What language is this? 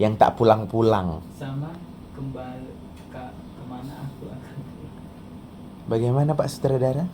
Musi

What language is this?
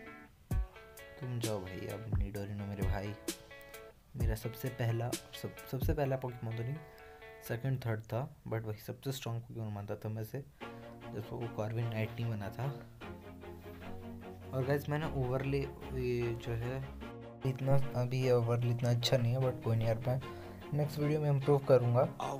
Hindi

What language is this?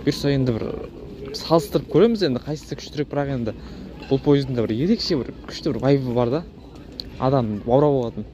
Kazakh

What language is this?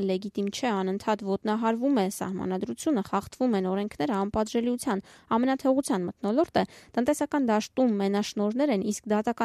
Armenian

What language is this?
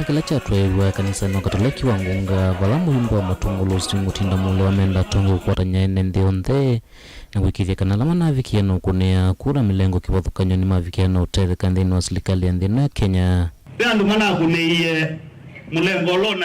Kamba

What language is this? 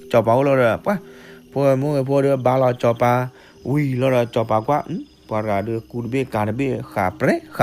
S'gaw Karen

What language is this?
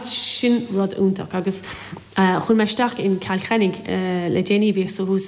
Irish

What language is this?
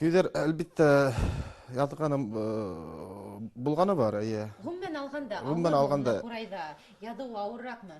Bashkir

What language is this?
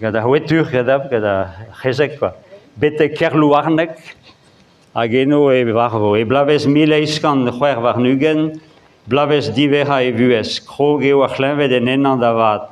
Breton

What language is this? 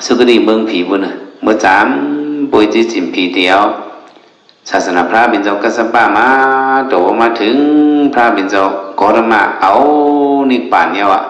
Shan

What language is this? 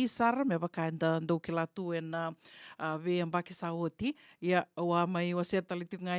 Fijian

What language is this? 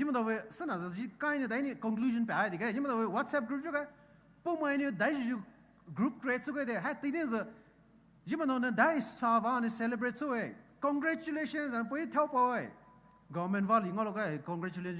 Poumei Naga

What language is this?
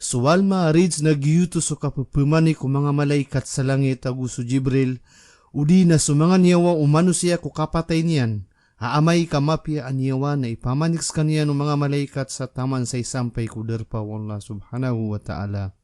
Maranao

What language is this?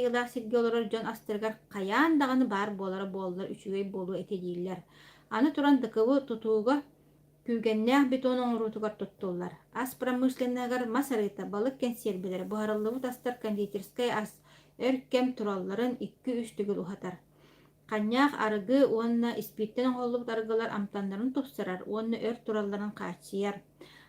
Yakut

